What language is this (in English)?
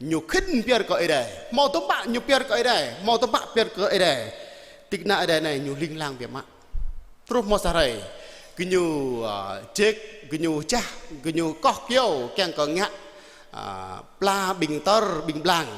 Jarai